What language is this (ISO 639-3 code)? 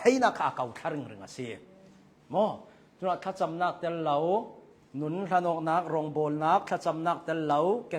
cnh